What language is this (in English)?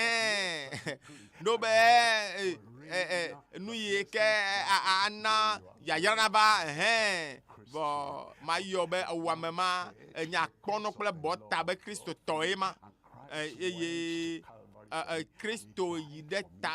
Ewe